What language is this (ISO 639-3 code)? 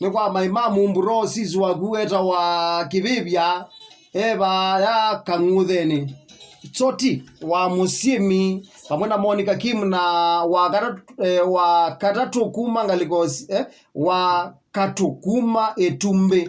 kam